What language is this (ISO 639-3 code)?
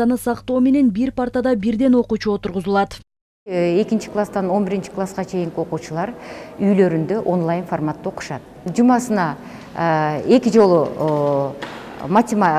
kir